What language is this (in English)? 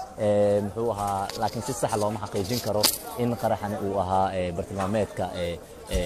Somali